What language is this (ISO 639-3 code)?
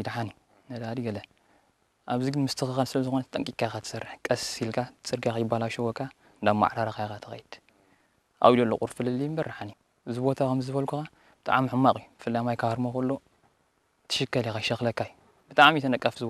tir